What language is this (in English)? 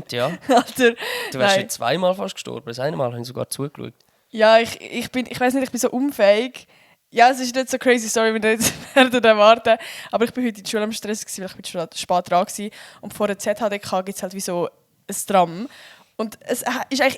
Swiss German